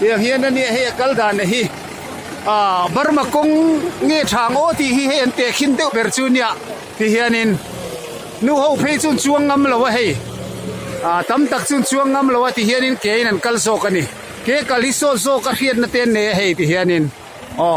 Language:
Mizo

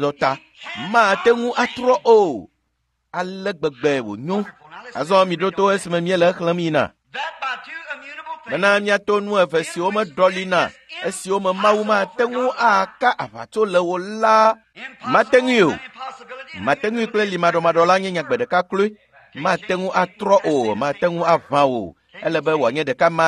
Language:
Ewe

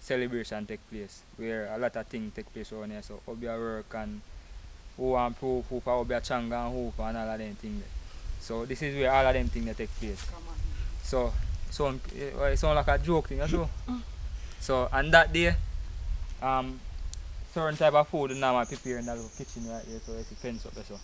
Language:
Jamaican Creole English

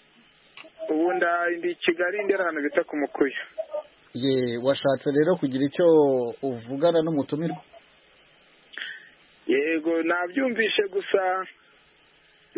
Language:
Kinyarwanda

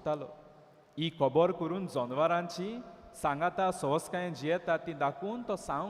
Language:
Konkani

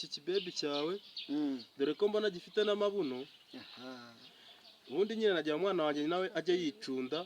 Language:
Kinyarwanda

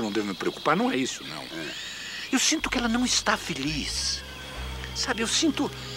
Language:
Portuguese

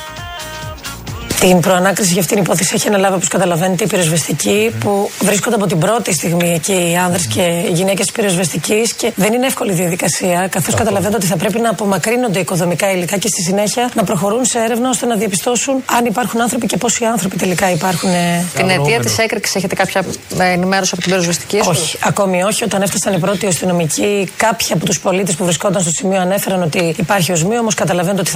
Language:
Greek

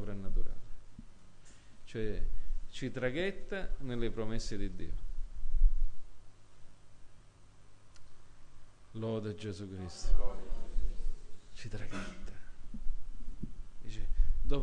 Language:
Italian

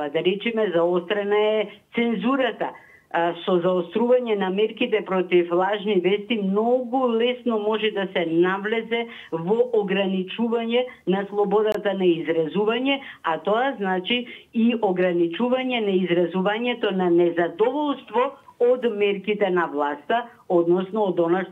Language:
Macedonian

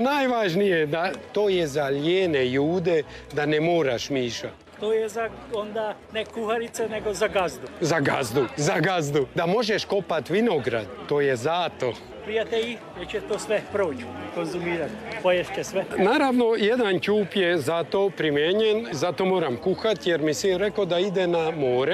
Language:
Croatian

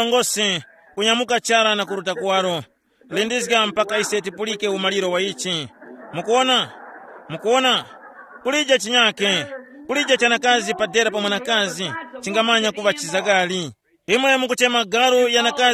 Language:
Tumbuka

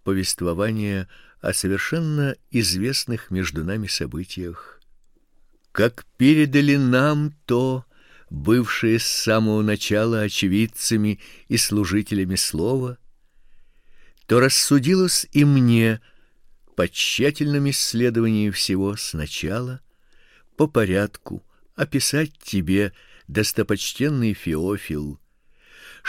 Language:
Russian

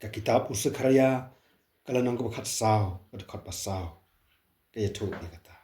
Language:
Khasi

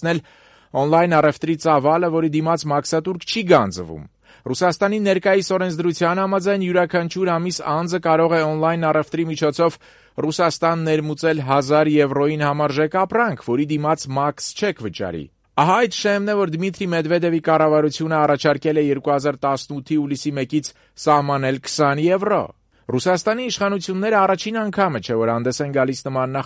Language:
Armenian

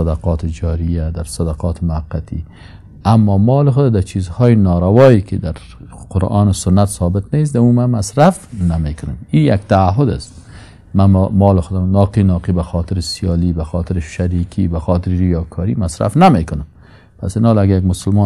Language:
Persian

